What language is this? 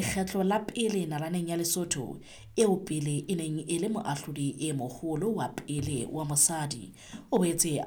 Southern Sotho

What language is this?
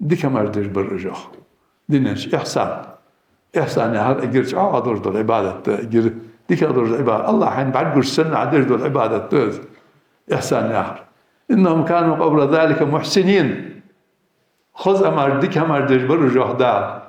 Ingush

